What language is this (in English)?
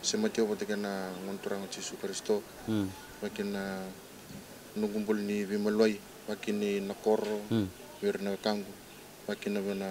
Fijian